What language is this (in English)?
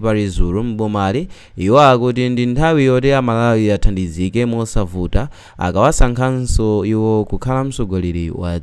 Nyanja